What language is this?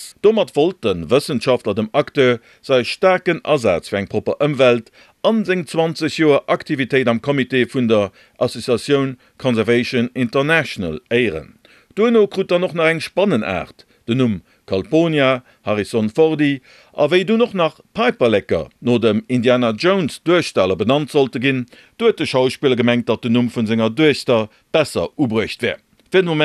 Luxembourgish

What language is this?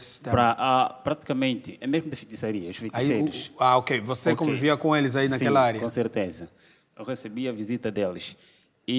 Portuguese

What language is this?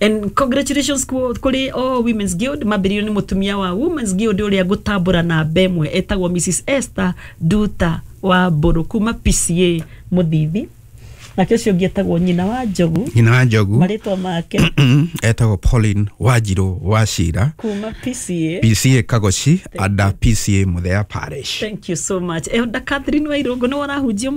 Kikuyu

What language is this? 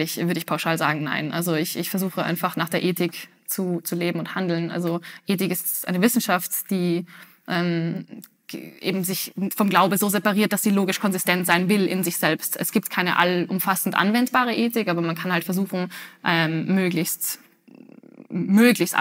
German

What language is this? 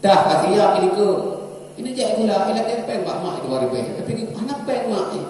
Achinese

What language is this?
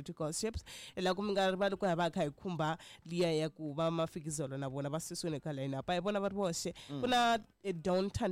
Tsonga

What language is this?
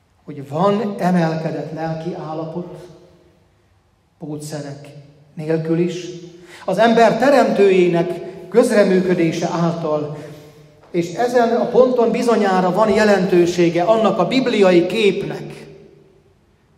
Hungarian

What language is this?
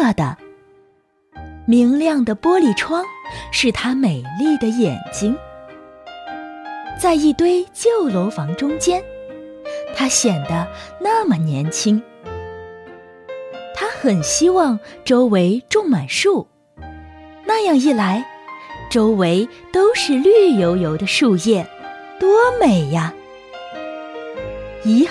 Chinese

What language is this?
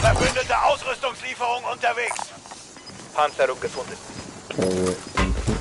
Swiss German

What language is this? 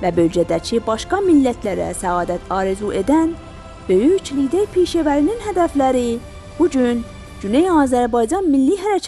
South Azerbaijani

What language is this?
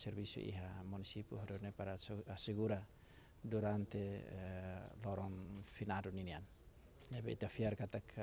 Tetum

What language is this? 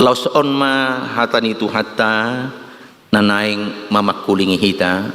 Batak Toba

